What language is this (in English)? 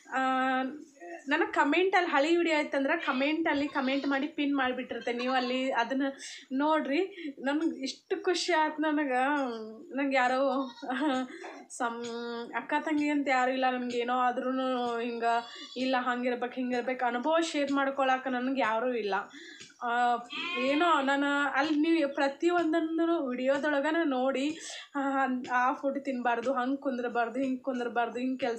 Kannada